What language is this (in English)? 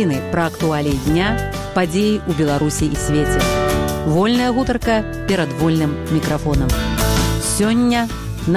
Belarusian